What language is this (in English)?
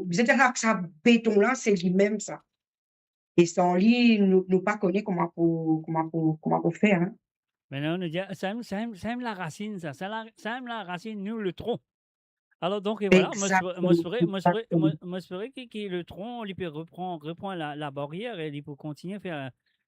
Morisyen